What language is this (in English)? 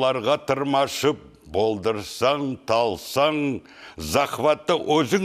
Crimean Tatar